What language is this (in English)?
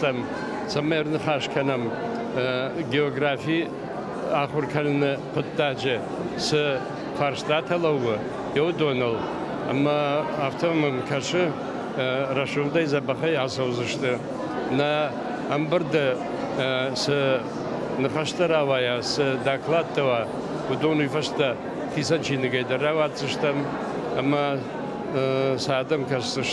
Ossetic